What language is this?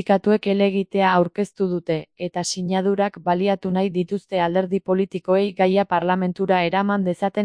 Basque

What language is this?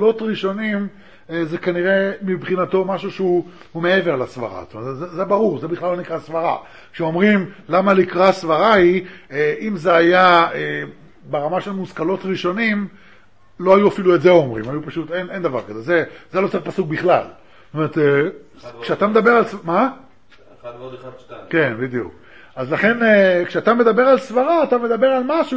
Hebrew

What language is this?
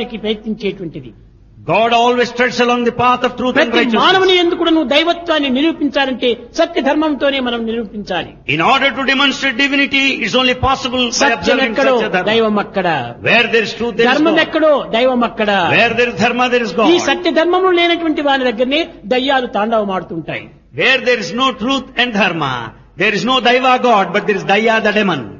Telugu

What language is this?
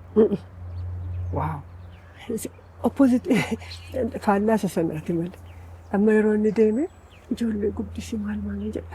Oromo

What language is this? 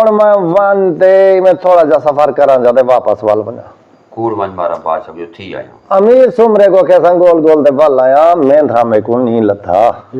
Saraiki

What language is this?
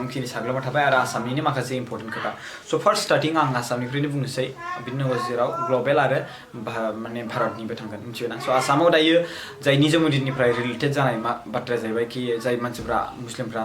Bodo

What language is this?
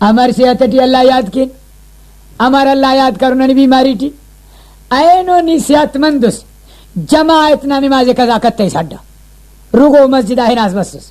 Brahui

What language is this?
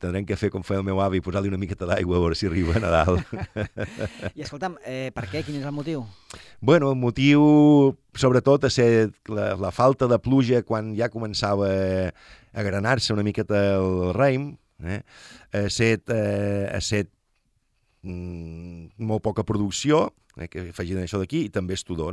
Catalan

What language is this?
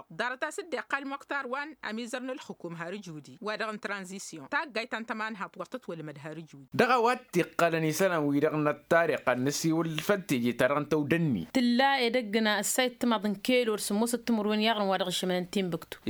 Tamasheq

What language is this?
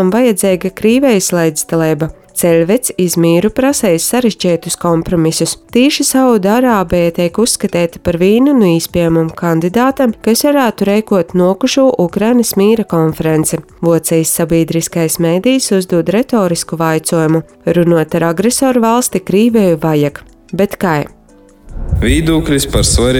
Latvian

